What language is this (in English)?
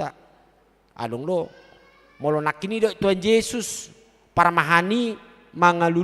Batak Toba